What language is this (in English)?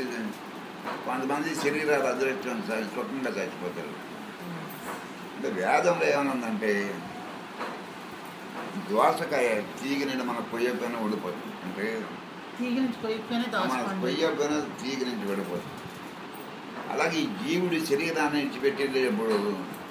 Telugu